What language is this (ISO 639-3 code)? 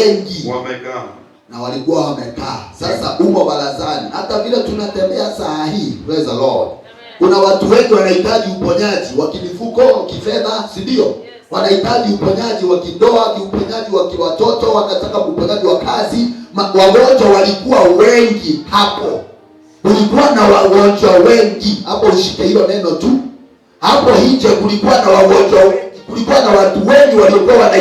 swa